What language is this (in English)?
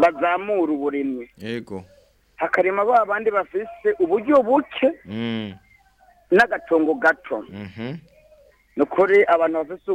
Rundi